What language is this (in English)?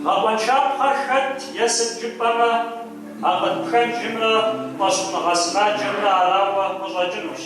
Kabardian